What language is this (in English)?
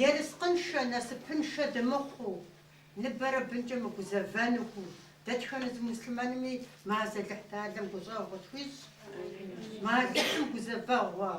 Kabardian